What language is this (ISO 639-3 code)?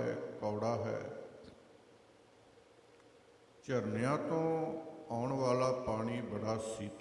pan